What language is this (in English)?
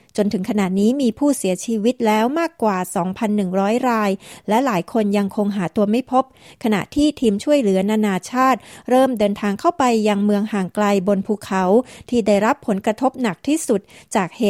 Thai